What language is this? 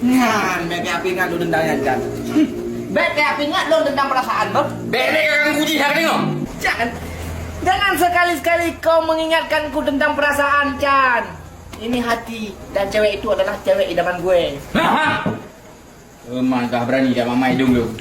Achinese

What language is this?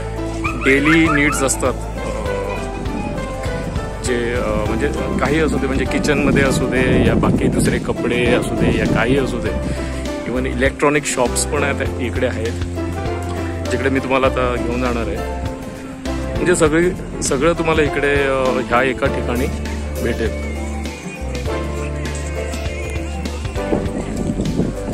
Marathi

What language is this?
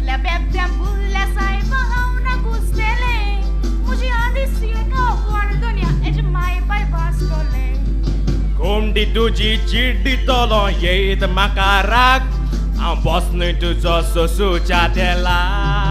Konkani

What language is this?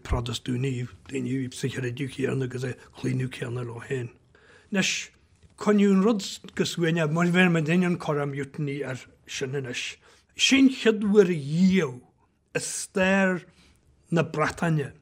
Irish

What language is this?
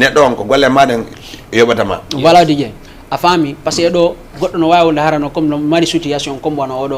Fula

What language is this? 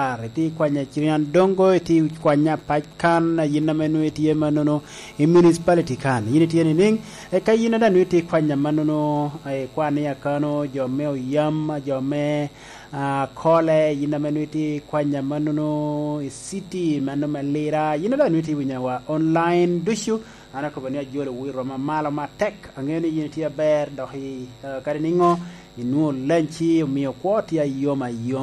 Lango (Uganda)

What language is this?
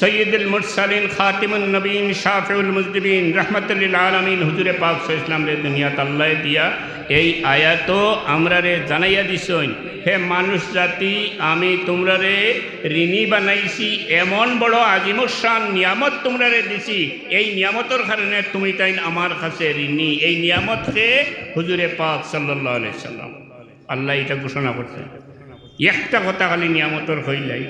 Sylheti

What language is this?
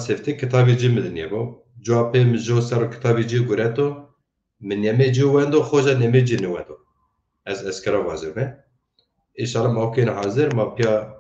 Zaza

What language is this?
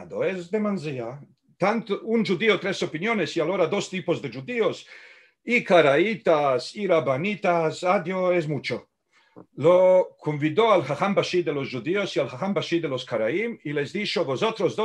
Ladino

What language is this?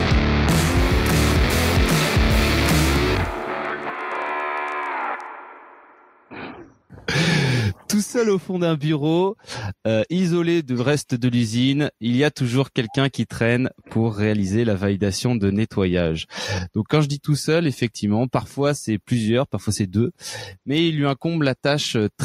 French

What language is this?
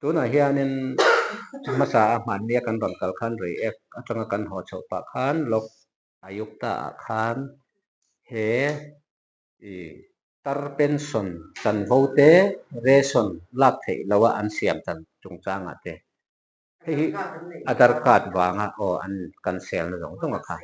Mizo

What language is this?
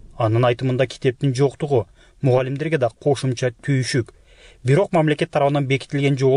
Kyrgyz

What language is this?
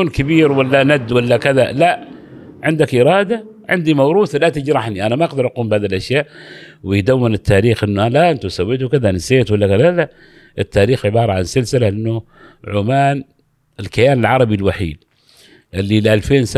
Gulf Arabic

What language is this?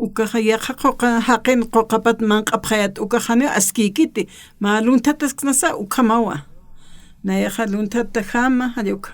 Aymara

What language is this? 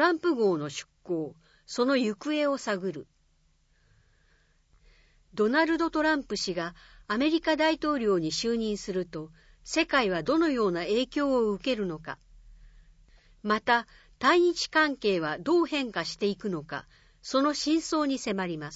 Japanese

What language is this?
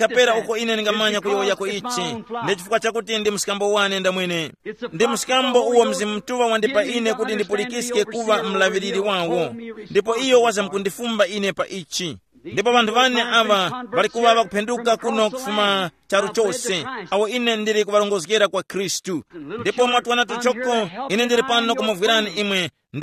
Tumbuka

